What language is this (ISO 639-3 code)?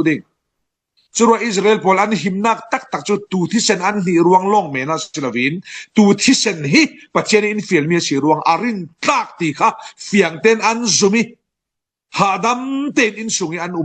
cfm